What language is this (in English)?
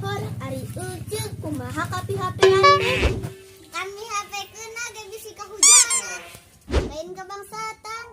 Sundanese